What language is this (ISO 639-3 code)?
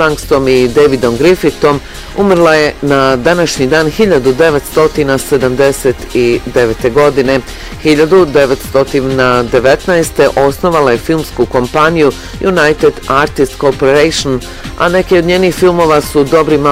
bos